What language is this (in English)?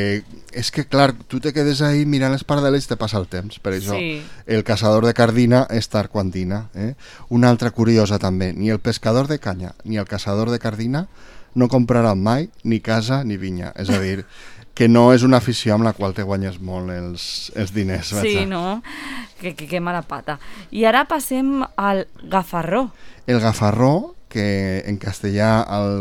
Catalan